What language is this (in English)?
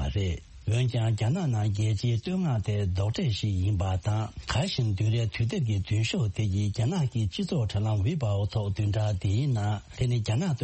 Tibetan